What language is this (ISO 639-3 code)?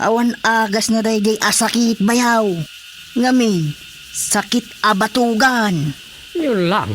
ilo